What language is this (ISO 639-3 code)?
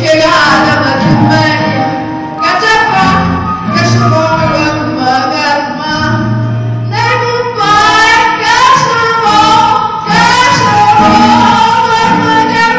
nap